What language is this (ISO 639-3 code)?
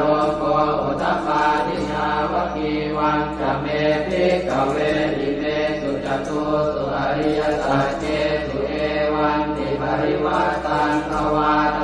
pli